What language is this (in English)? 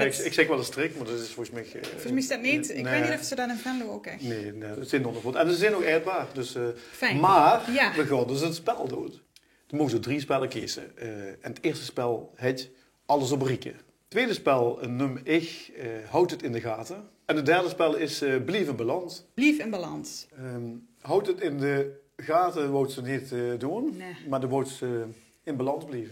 Limburgish